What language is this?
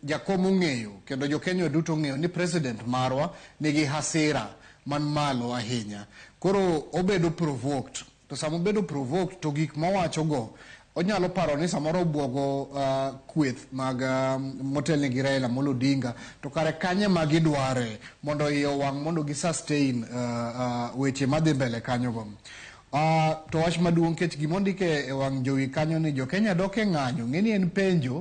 Luo (Kenya and Tanzania)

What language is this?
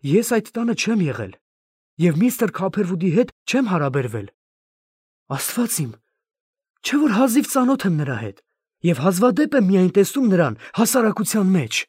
Armenian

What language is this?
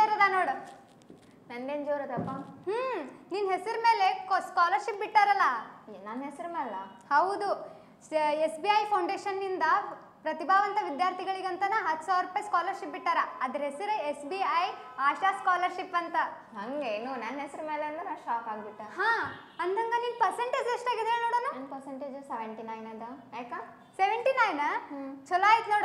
Kannada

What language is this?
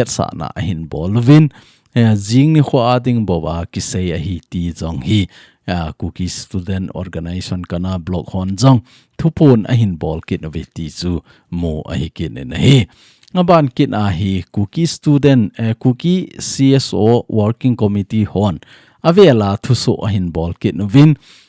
Thado Chin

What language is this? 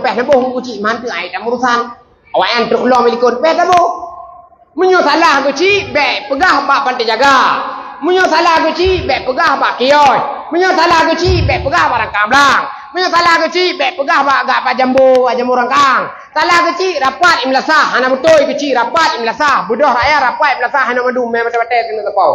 Achinese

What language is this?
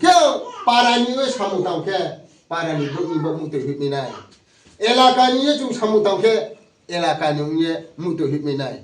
Riang (India)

